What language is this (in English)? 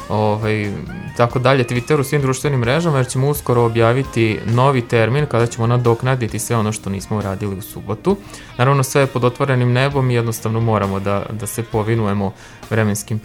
Serbian